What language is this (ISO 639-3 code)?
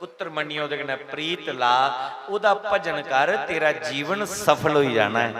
doi